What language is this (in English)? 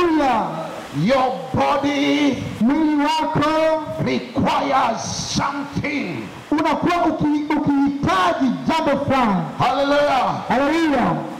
Swahili